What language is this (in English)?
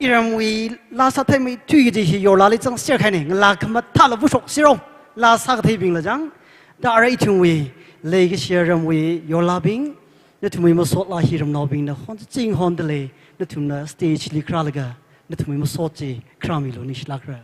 Tangkhul Naga (India)